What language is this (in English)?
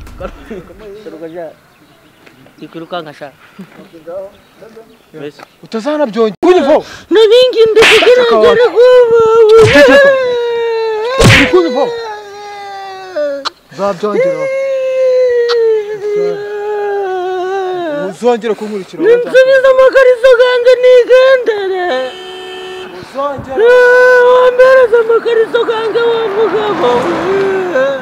Kinyarwanda